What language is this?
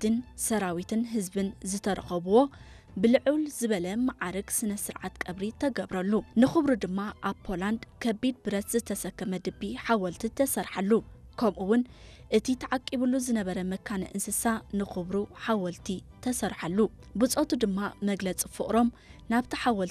Tigrinya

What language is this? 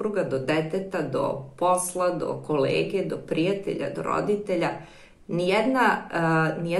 Serbian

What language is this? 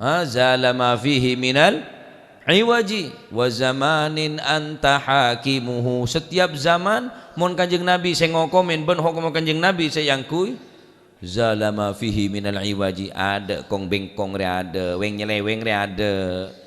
Madurese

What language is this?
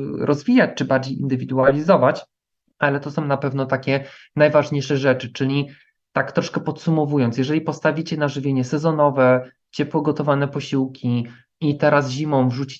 Polish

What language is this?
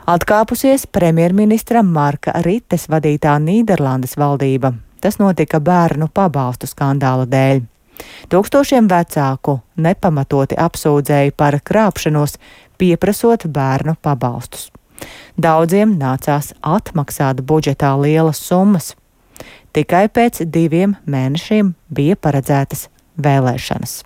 Latvian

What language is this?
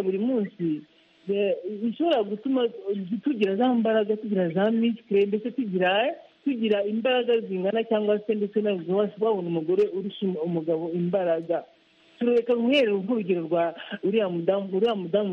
Kinyarwanda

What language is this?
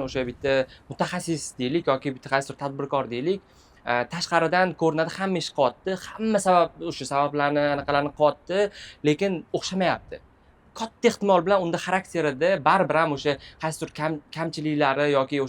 Uzbek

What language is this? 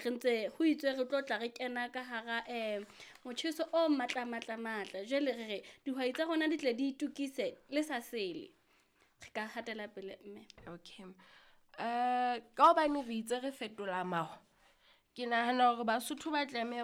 Southern Sotho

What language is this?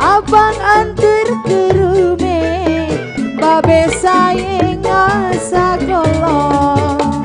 Betawi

